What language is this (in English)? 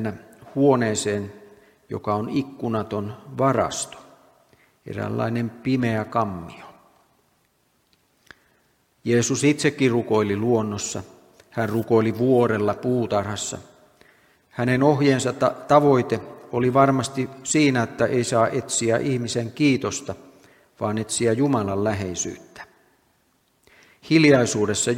Finnish